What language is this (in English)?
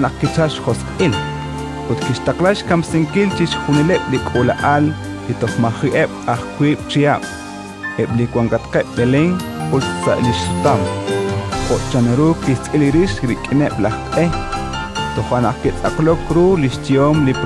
Kekchí